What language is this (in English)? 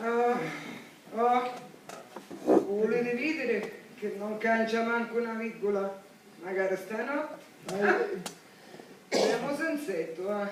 Sicilian